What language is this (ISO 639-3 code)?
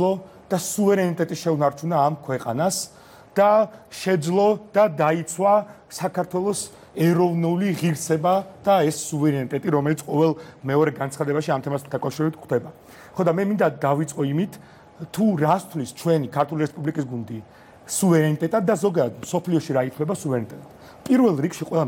kat